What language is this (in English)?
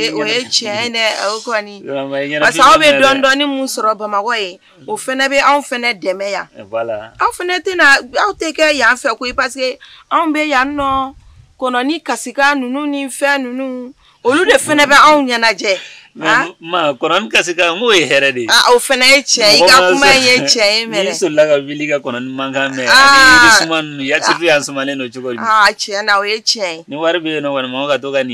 Bambara